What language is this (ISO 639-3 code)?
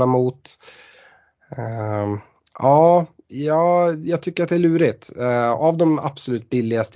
swe